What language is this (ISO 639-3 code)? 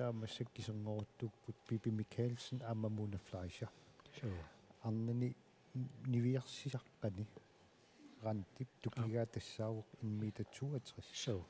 kal